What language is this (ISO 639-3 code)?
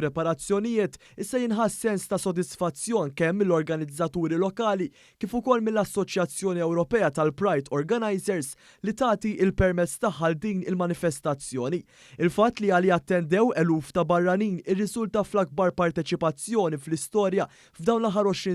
mlt